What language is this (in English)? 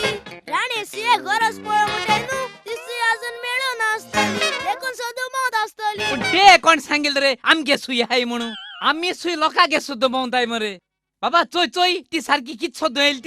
Konkani